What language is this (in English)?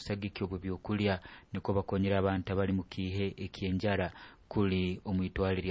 Nyoro